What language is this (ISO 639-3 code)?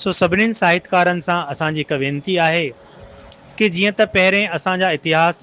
snd